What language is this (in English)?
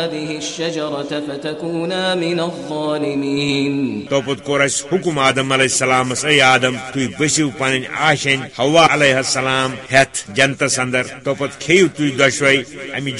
Kashmiri